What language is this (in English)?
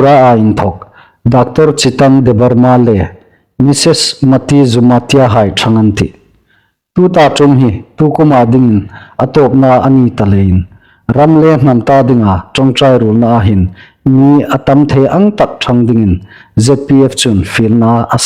Hmar